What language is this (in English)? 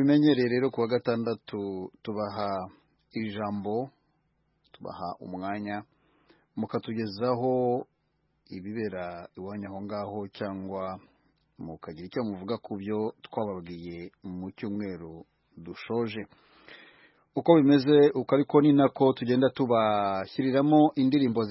Kinyarwanda